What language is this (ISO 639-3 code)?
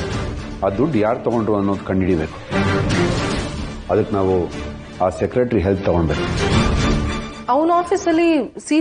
kan